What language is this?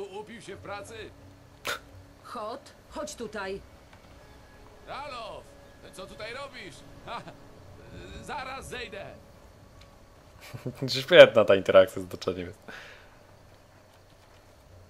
Polish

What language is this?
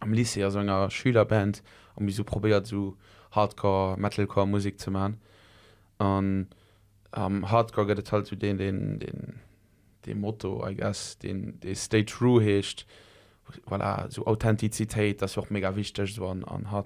Luxembourgish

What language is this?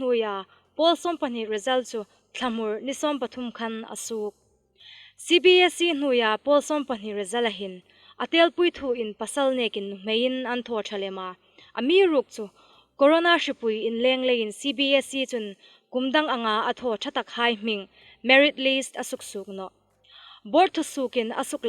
Hmar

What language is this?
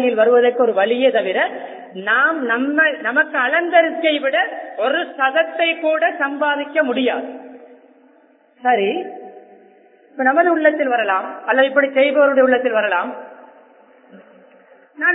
Tamil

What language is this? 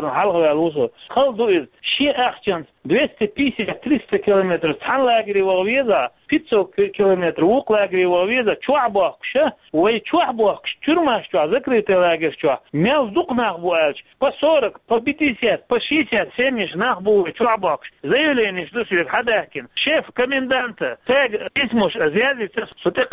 Chechen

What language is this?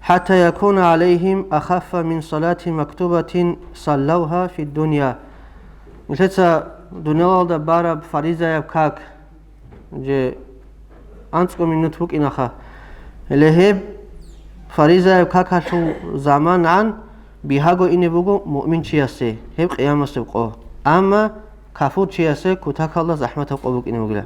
Avaric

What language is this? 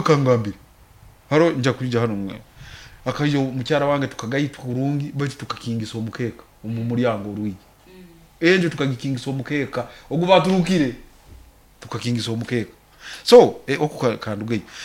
Nyoro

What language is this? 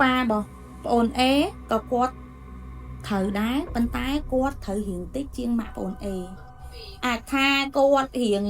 Khmer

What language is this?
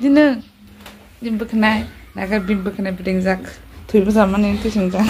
Kok Borok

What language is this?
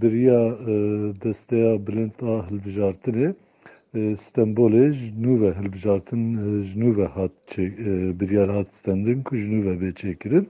Kurdish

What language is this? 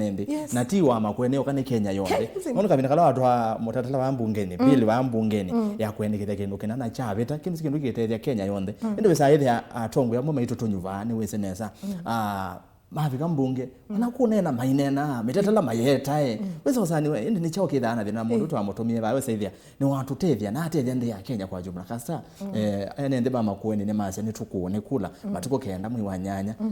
Kamba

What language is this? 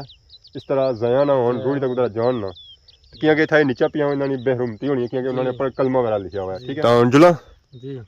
Pahari-Potwari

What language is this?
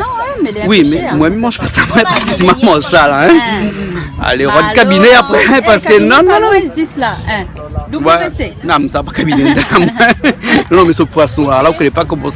Réunion Creole French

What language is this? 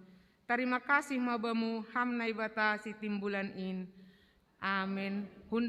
Batak Simalungun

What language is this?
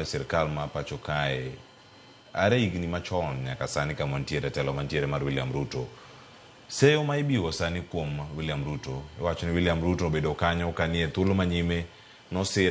Luo (Kenya and Tanzania)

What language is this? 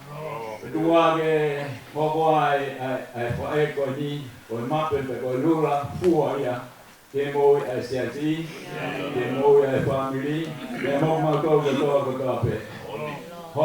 Tongan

